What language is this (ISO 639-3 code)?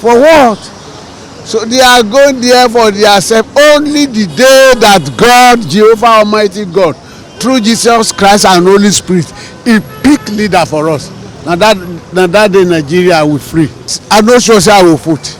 pcm